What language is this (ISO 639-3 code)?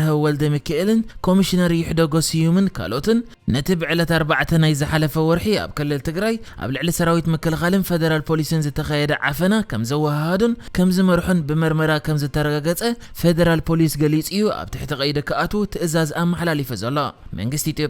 tir